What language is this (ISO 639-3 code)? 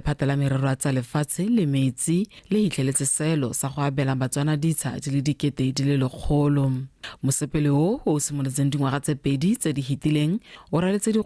tsn